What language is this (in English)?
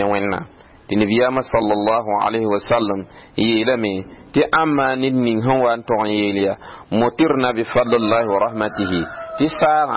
Mossi